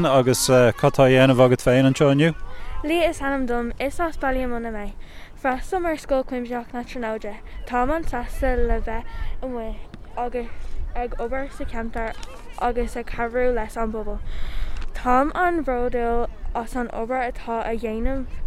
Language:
Irish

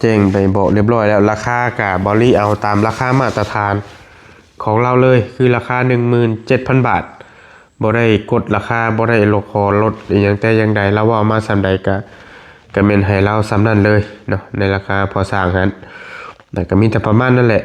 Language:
Northeastern Thai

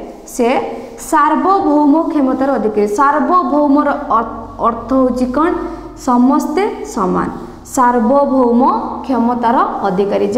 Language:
Odia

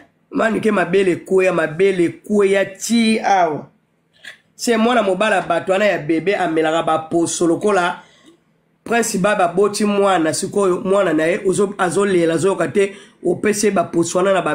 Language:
Lingala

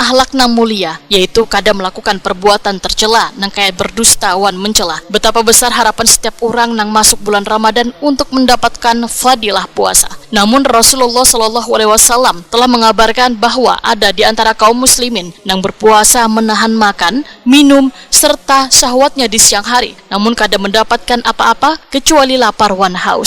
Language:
Banjar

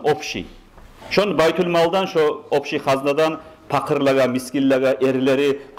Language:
Kumyk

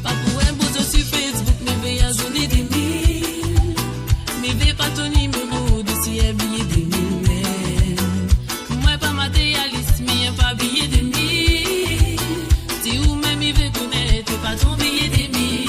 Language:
Morisyen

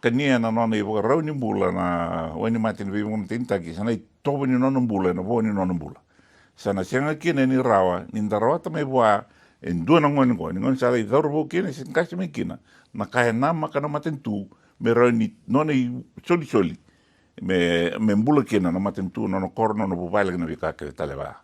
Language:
Fijian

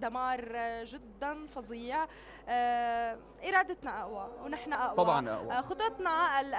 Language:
North Levantine Arabic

